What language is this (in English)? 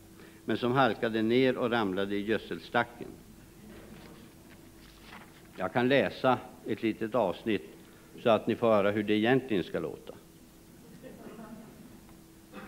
Swedish